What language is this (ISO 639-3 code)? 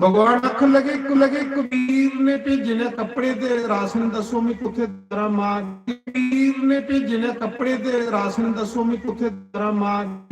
doi